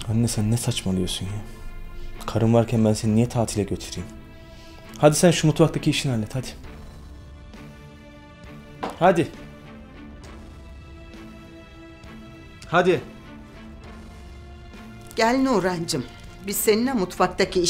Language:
Turkish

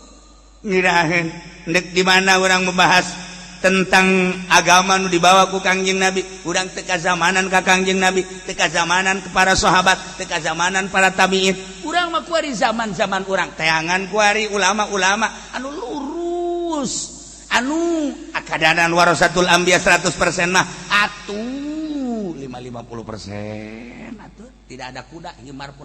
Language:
Sundanese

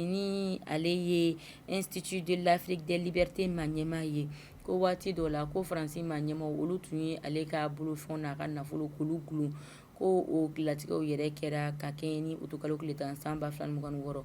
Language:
Bambara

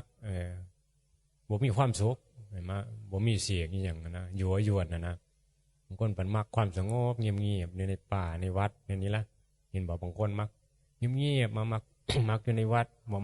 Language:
Northeastern Thai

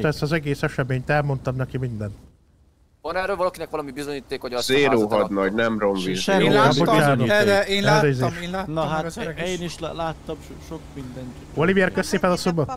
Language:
Hungarian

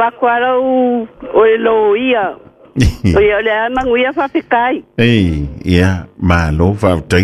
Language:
Samoan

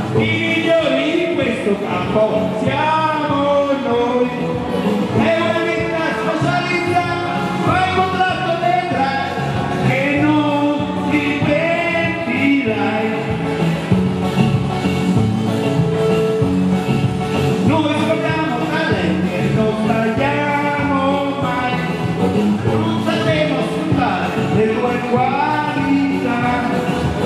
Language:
Italian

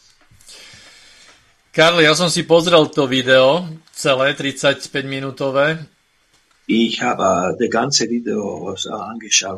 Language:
Slovak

